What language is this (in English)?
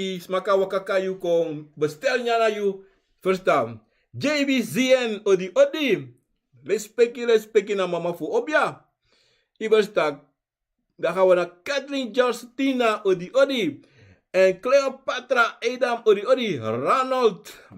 Sranan Tongo